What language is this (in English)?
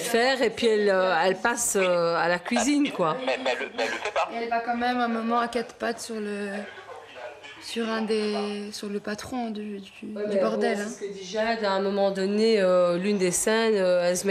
French